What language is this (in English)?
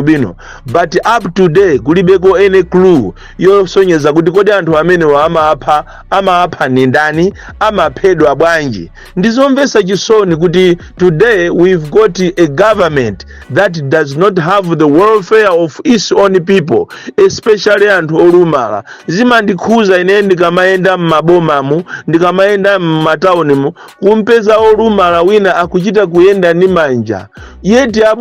Nyanja